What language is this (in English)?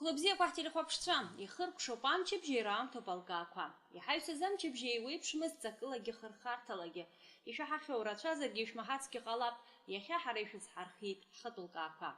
Abkhazian